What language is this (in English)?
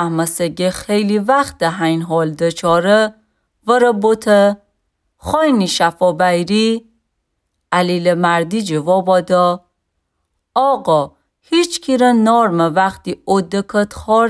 Gilaki